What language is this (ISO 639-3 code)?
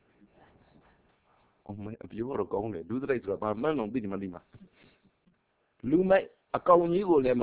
mya